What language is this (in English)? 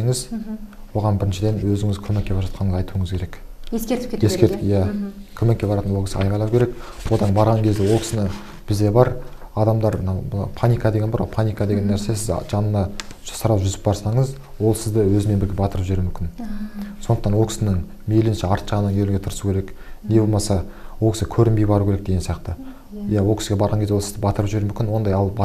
Kazakh